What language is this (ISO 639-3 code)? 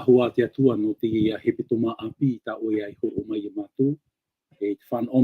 tah